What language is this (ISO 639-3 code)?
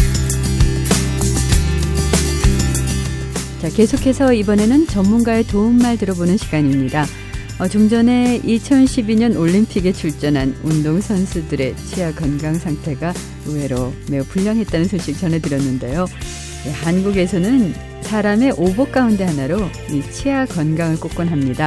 kor